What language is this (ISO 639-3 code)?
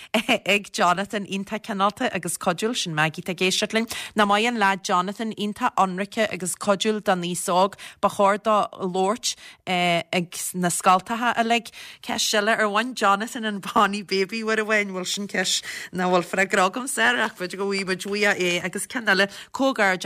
gle